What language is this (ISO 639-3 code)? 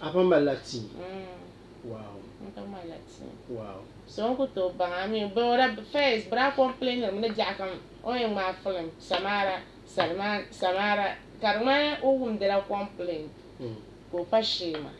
dag